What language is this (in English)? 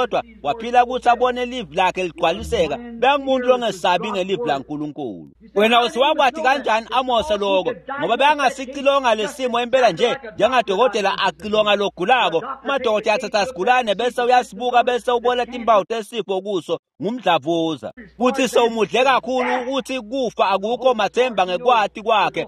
Swati